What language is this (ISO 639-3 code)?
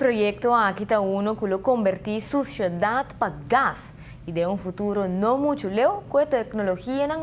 pap